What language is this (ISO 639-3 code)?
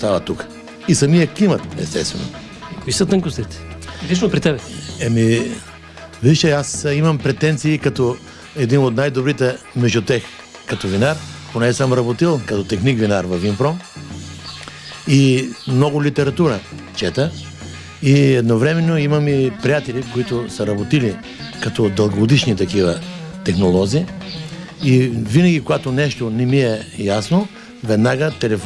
bul